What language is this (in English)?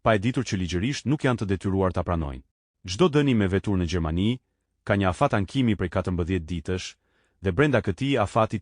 Albanian